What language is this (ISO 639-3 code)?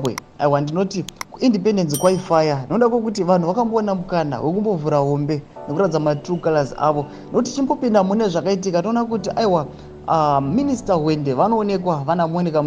sna